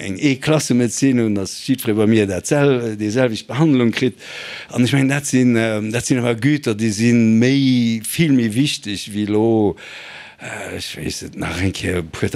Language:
Luxembourgish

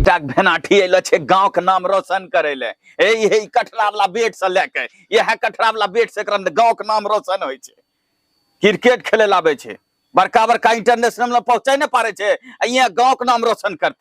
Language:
Angika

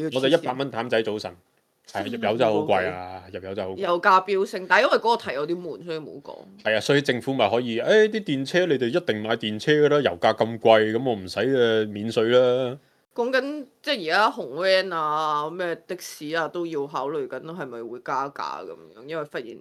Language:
Cantonese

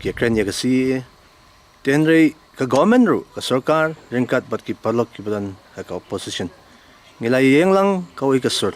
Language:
Khasi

